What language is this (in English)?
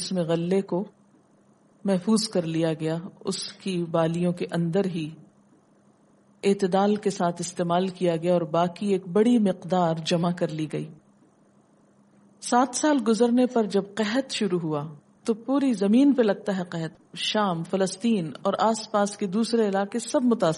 Urdu